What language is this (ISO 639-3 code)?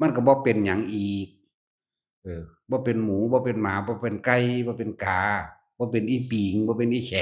tts